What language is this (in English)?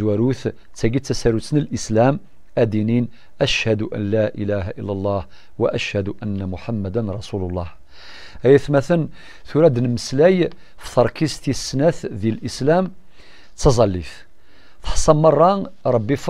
Kabyle